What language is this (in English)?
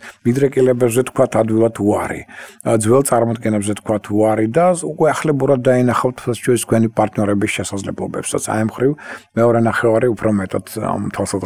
Georgian